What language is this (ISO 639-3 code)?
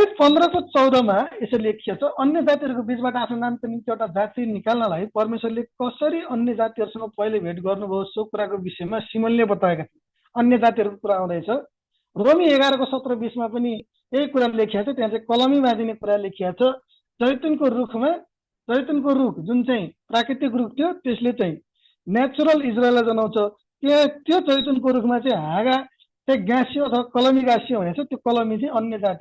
nep